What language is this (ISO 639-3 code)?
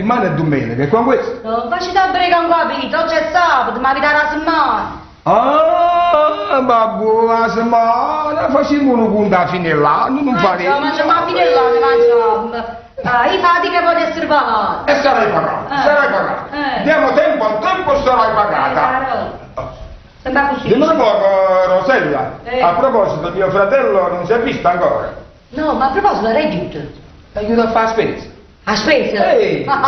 nap